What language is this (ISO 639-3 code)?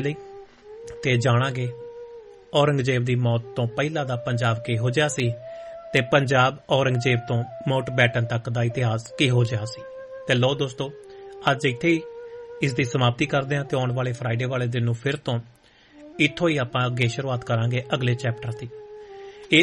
pan